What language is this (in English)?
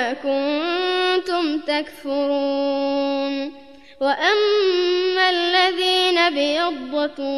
Arabic